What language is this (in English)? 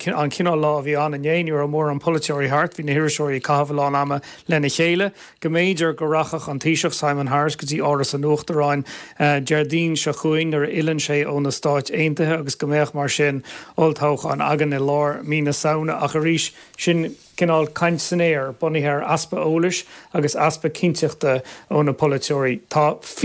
Irish